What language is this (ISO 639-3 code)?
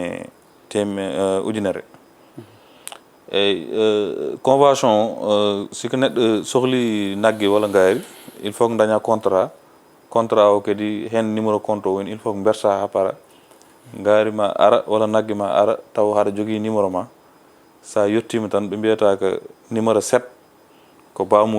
ful